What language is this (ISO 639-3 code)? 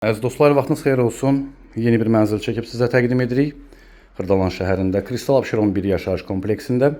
aze